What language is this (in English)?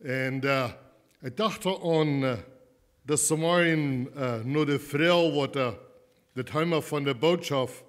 Plautdietsch